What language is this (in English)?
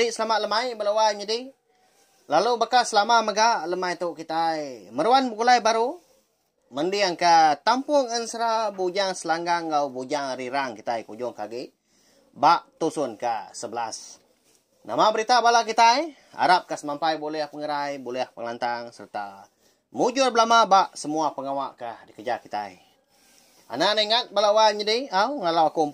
Iban